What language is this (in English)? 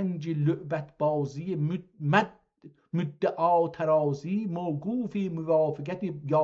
South Azerbaijani